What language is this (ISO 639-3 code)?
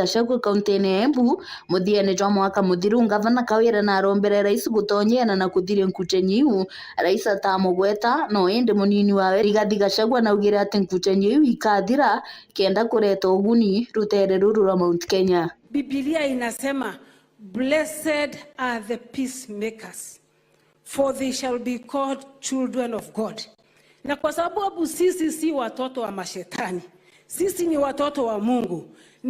mer